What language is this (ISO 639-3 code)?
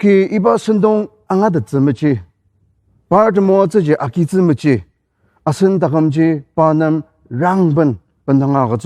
njo